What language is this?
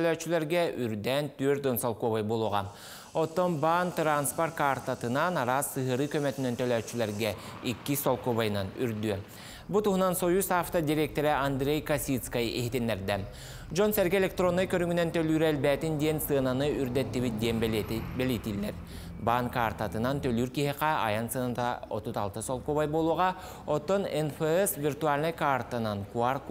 Yakut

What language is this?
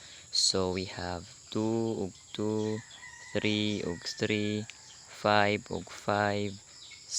Cebuano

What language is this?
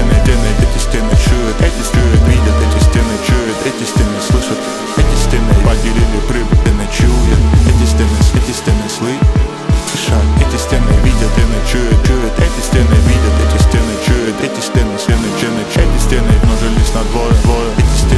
Russian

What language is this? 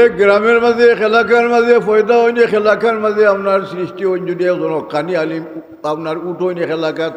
Sylheti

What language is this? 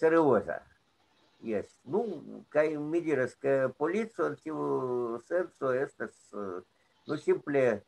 Esperanto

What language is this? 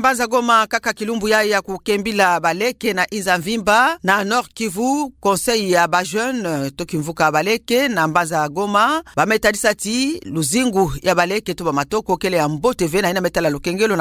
Kituba (Democratic Republic of Congo)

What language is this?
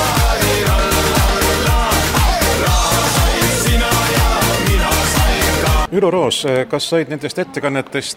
Estonian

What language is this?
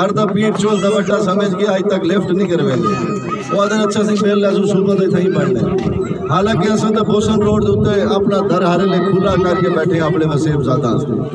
Saraiki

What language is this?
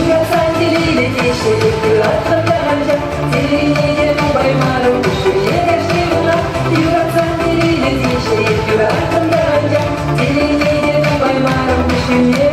Chuvash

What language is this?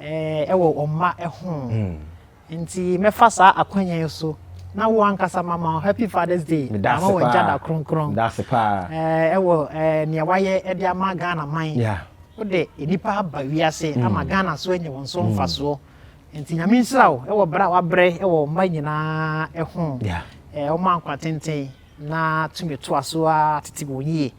Akan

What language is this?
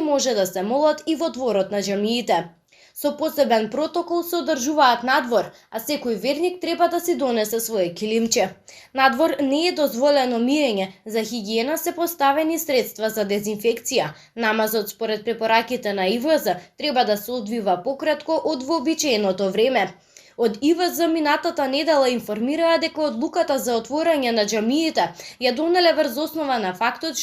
Macedonian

